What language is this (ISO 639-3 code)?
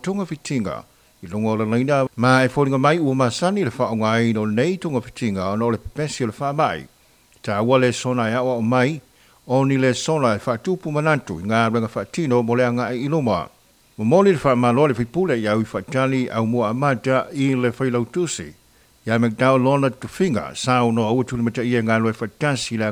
smo